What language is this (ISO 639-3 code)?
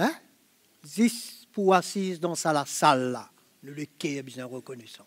mfe